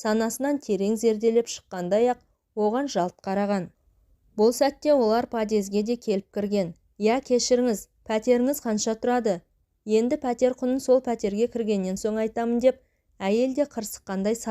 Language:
Kazakh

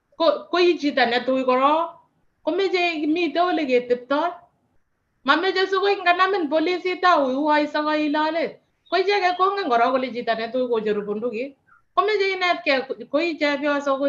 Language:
Kalenjin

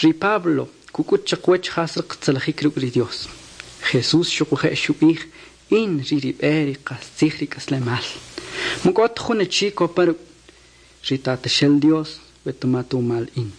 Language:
Kʼicheʼ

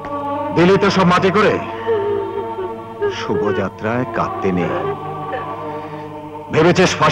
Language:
Bangla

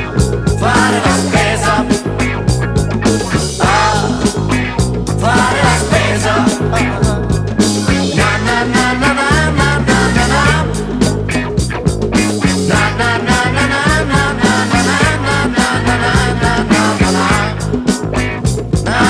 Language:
Italian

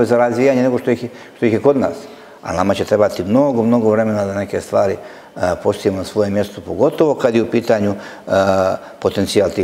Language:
Croatian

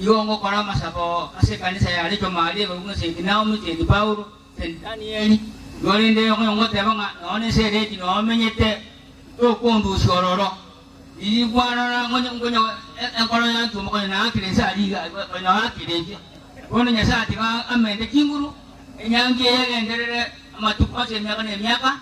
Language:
Gusii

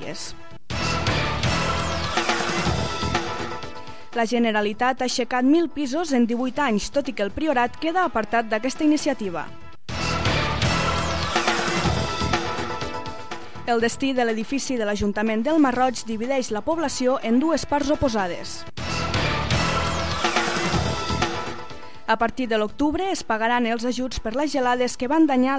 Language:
Catalan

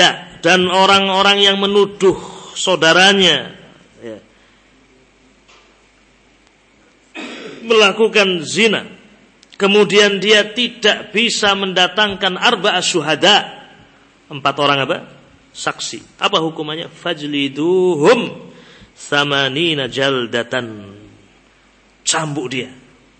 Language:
Indonesian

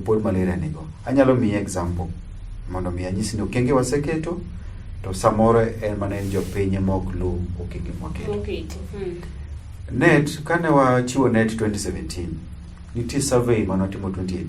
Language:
Luo (Kenya and Tanzania)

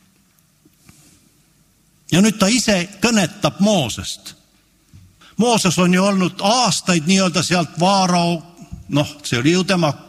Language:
Estonian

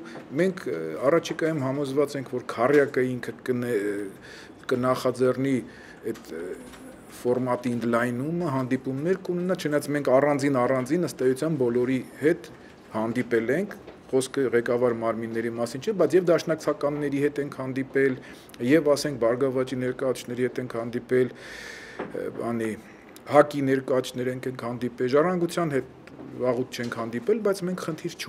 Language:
Armenian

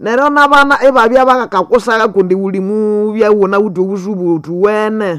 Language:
Nande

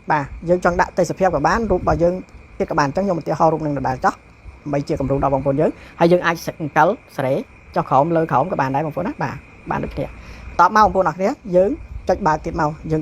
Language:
Khmer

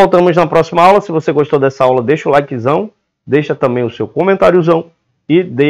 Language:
Portuguese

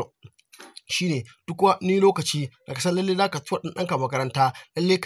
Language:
Hausa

